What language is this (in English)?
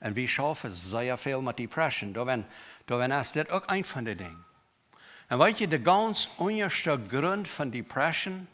Plautdietsch